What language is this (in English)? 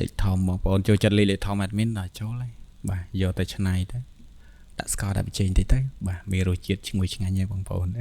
Khmer